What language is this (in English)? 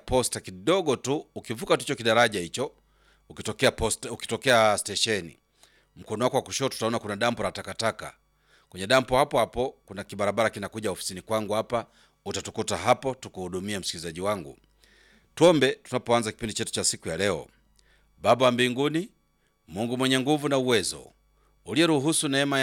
Swahili